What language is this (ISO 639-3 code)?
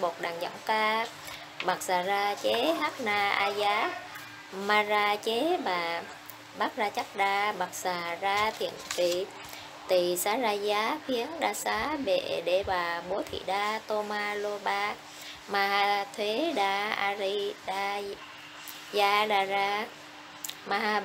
vie